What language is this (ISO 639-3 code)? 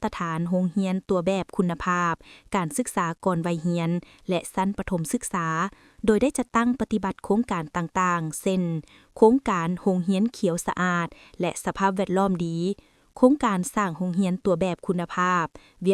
lao